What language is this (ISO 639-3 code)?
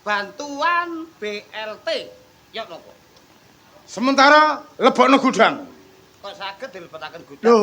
jav